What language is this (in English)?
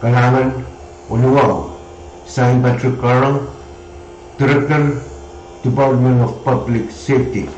Pohnpeian